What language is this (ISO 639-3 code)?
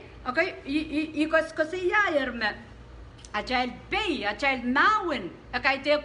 pon